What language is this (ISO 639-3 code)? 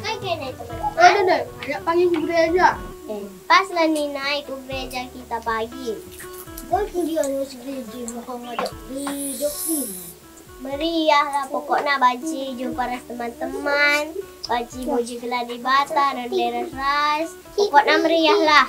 btx